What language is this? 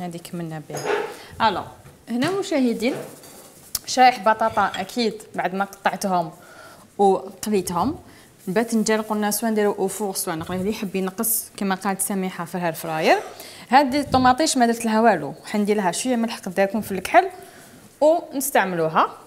Algerian Arabic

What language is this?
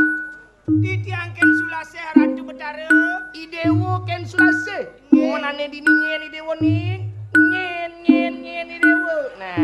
Balinese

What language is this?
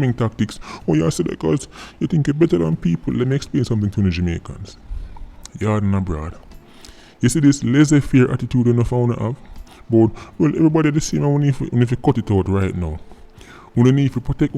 Jamaican Creole English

